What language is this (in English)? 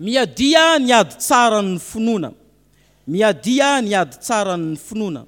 Malagasy